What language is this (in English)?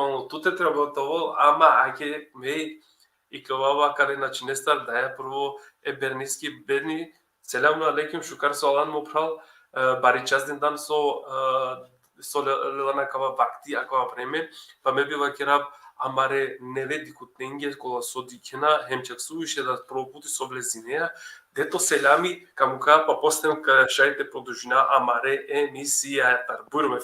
Balkan Romani